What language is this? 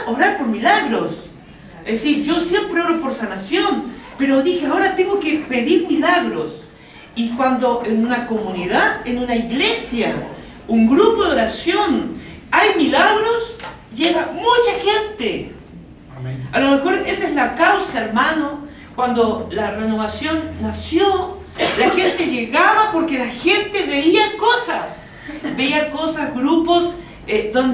Spanish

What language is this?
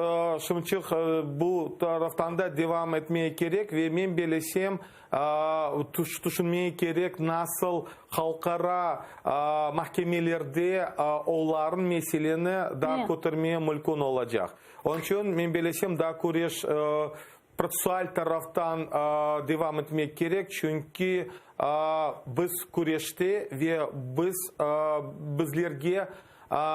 Crimean Tatar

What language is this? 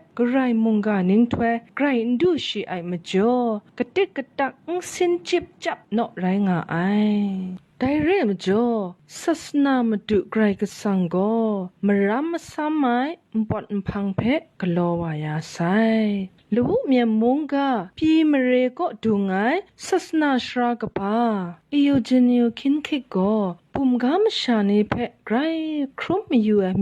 Kachin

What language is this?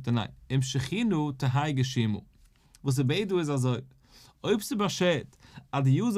Yiddish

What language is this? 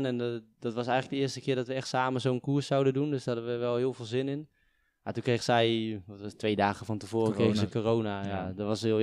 Dutch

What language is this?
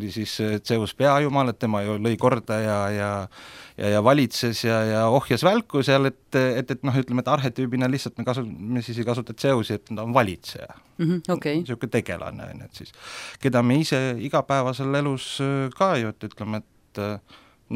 Estonian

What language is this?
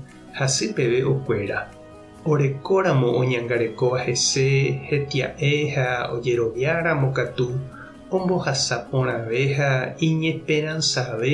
Guarani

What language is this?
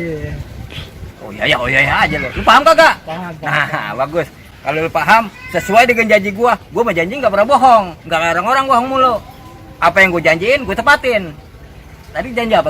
Betawi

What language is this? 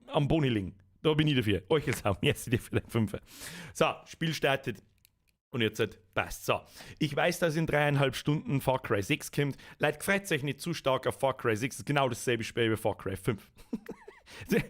Bavarian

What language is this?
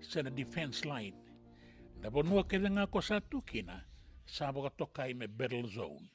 Fijian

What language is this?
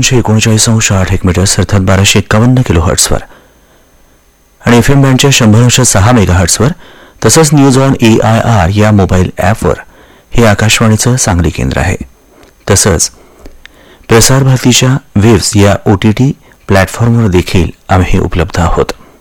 Marathi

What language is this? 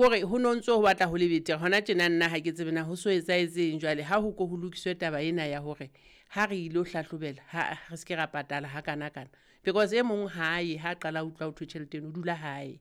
Southern Sotho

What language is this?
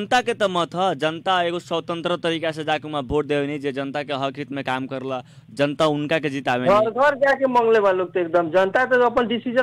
Bhojpuri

